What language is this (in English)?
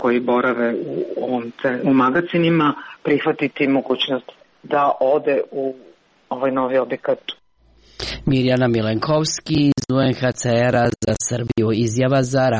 Serbian